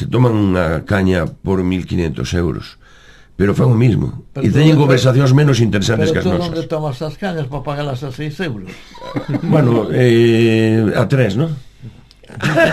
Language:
Galician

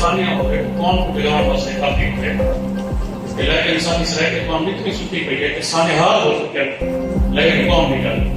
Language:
Saraiki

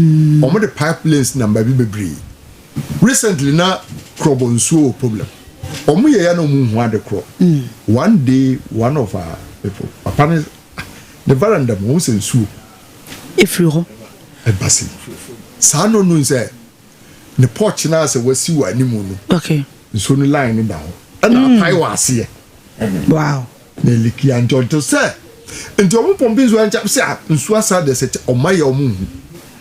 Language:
Akan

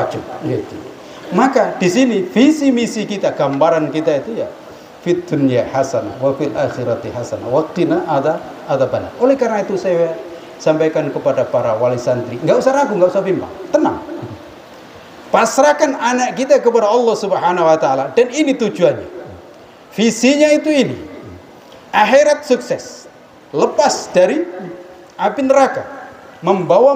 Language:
Indonesian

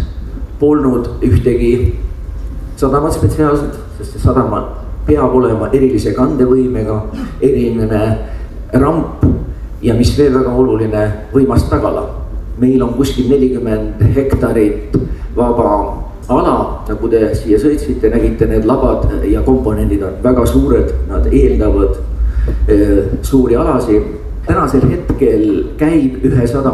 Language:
Estonian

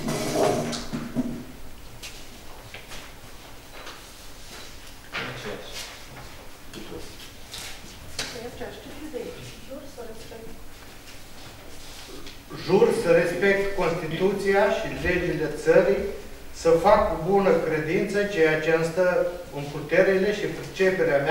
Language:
Romanian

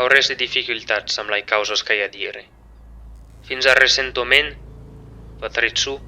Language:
Occitan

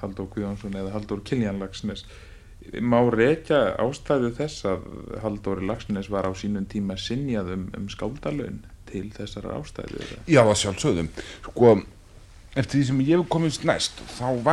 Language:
Icelandic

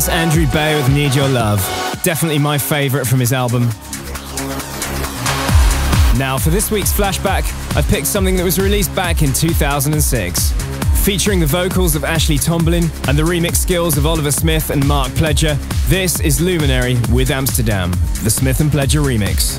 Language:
English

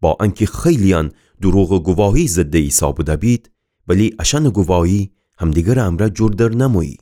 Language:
Gilaki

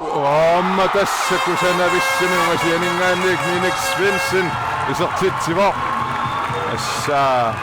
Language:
Kalaallisut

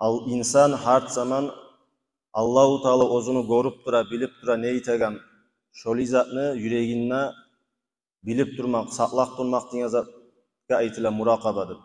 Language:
Kumyk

